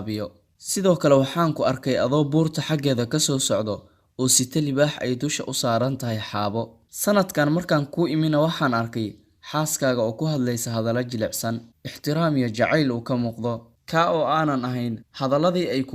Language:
Somali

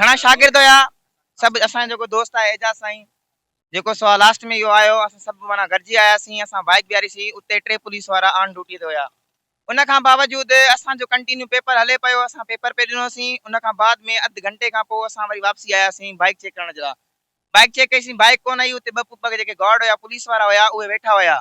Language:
Sindhi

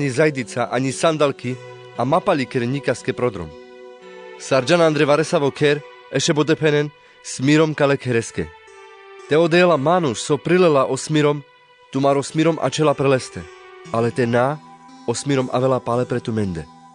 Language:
Carpathian Romani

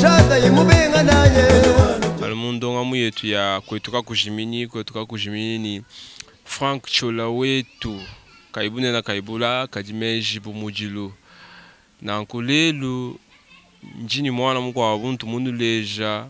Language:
Luba-Lulua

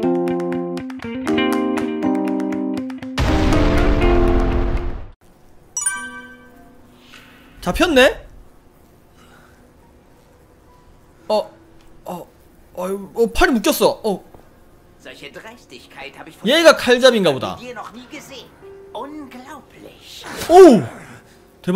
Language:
Korean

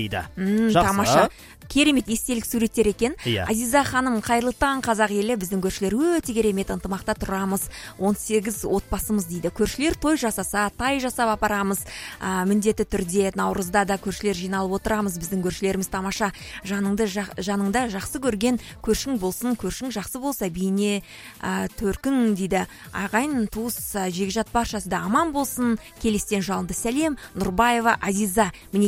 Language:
Kazakh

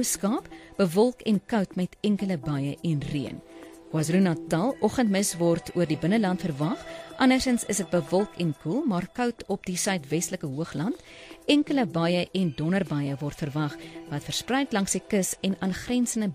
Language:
Afrikaans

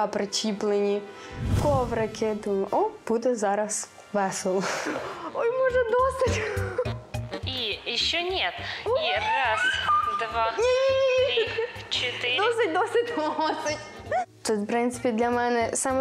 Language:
Ukrainian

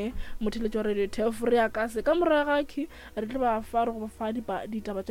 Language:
Northern Sotho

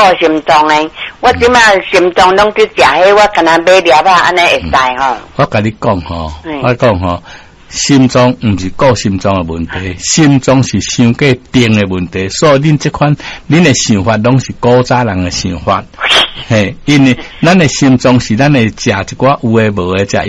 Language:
Min Nan Chinese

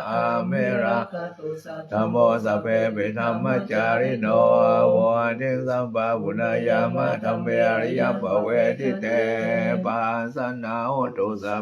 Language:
Pali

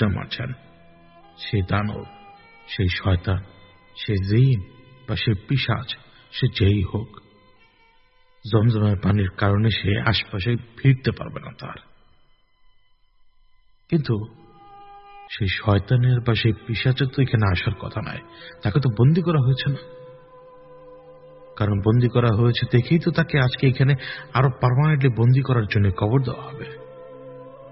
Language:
Bangla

